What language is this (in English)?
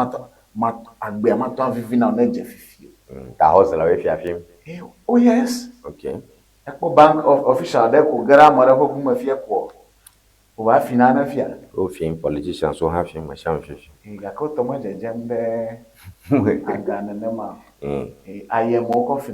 Ewe